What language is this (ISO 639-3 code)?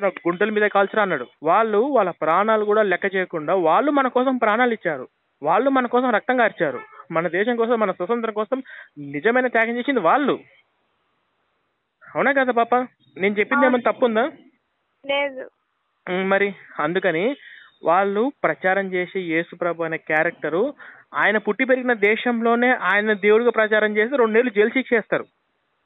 tel